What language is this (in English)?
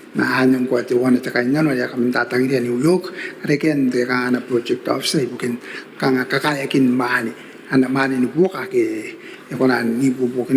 Gilbertese